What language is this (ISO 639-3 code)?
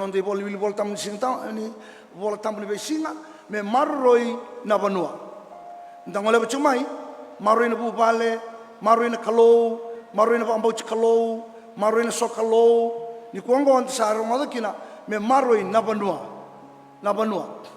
fij